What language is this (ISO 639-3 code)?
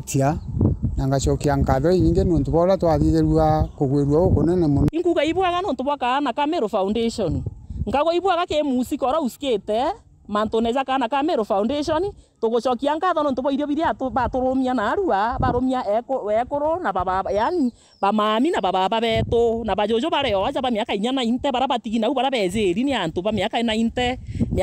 mer